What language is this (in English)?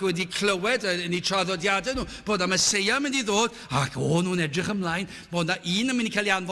Welsh